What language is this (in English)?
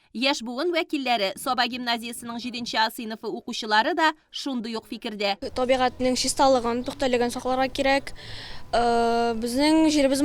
Tatar